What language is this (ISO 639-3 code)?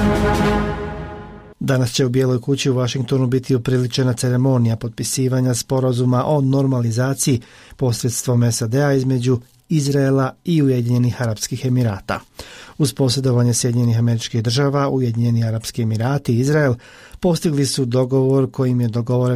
bos